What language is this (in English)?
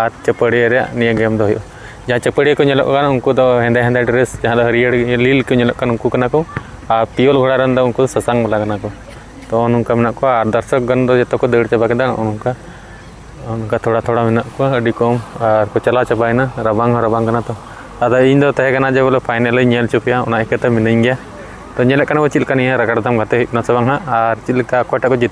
Santali